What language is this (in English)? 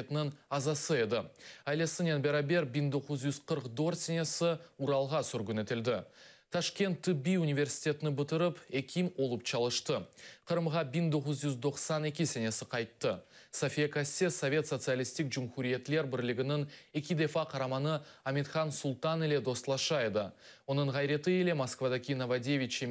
Crimean Tatar